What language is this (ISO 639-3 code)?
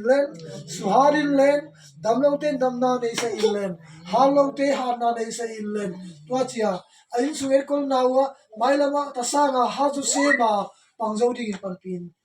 ctd